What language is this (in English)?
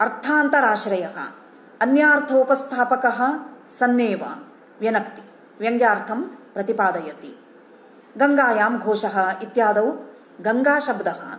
Sanskrit